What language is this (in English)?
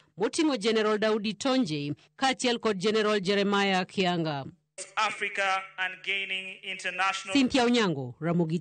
Luo (Kenya and Tanzania)